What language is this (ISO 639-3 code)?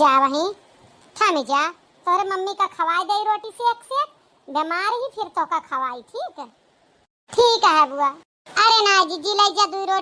awa